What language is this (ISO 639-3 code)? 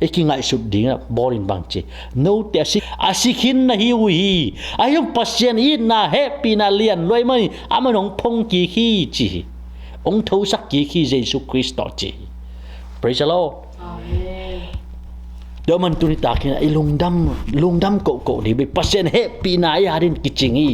ctd